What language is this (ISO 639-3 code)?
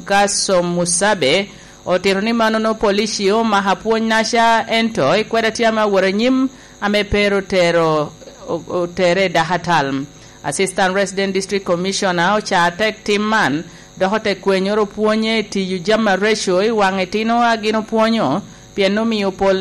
laj